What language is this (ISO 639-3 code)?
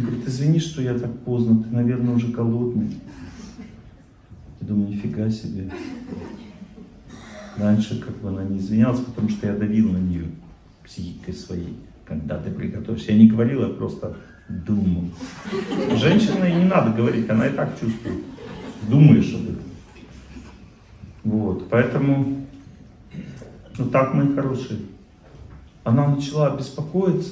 rus